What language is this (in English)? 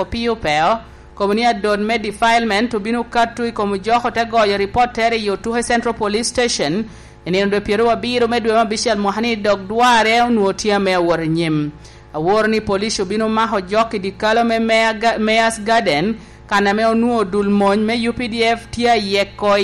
Lango (Uganda)